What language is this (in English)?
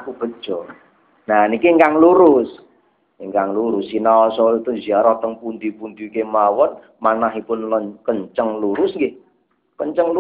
Javanese